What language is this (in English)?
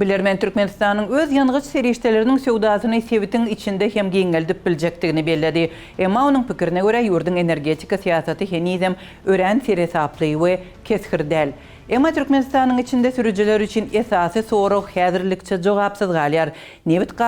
Turkmen